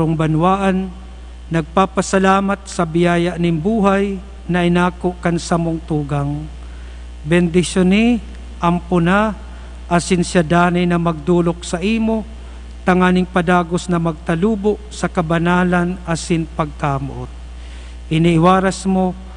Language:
Bikol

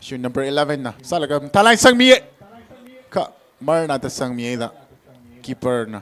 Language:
Tangkhul Naga (India)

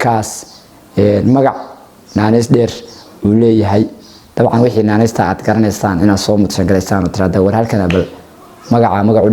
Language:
Somali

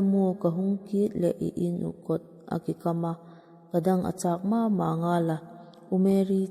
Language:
Vaiphei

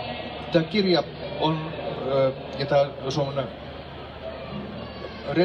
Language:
Finnish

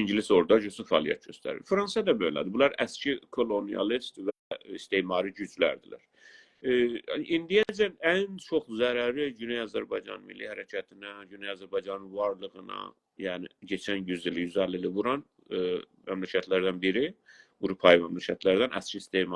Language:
South Azerbaijani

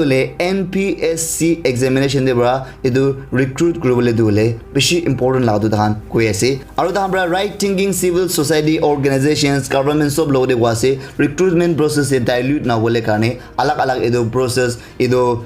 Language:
Naga Pidgin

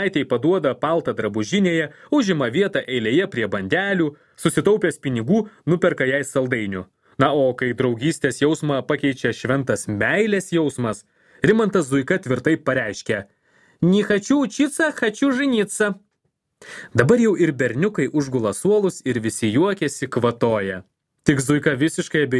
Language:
Lithuanian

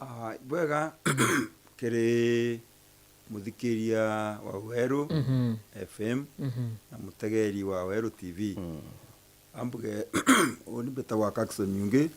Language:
Meru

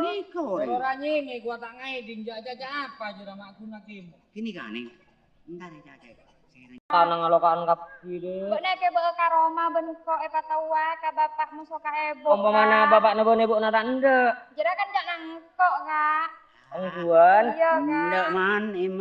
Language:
Madurese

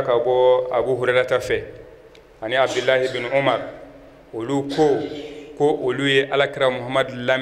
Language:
Bambara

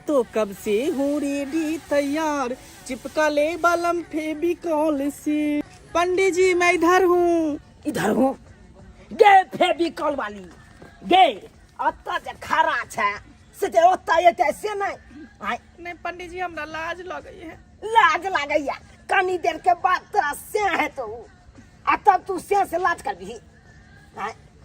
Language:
Maithili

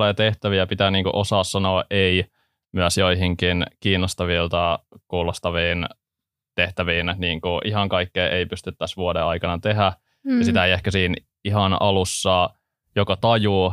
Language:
Finnish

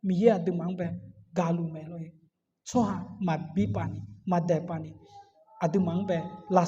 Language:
Akha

